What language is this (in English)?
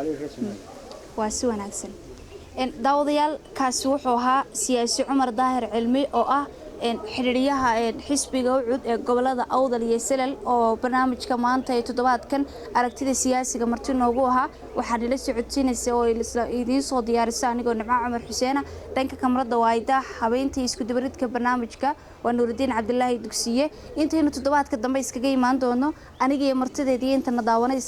Somali